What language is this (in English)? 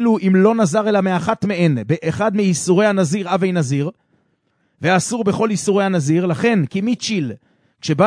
Hebrew